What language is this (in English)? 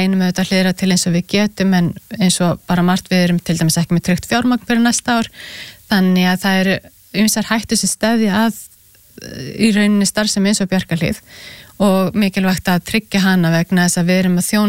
Icelandic